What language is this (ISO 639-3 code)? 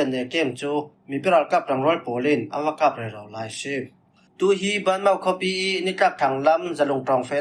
cfm